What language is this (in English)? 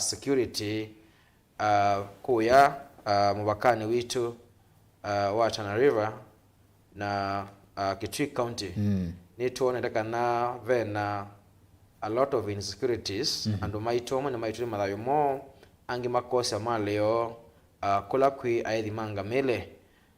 Kamba